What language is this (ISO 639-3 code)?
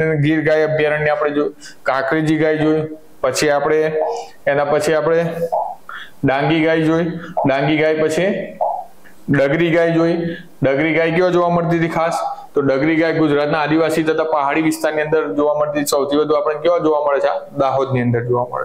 guj